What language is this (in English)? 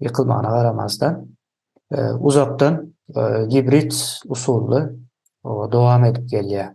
Turkmen